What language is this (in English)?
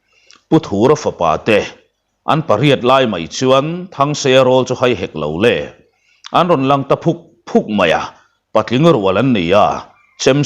Mizo